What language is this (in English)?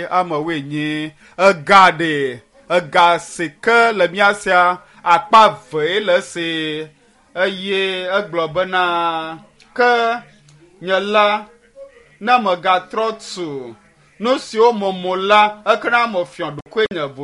Ewe